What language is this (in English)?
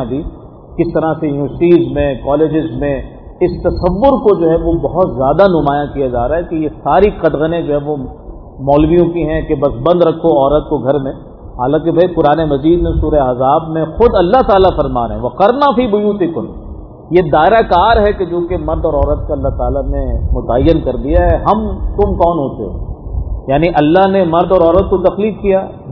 Urdu